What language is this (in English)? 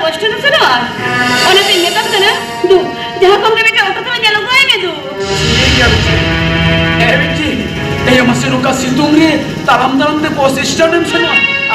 Santali